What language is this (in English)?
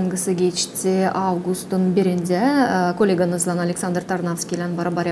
Gagauz